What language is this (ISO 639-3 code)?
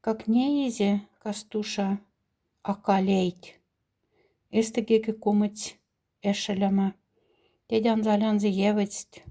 mdf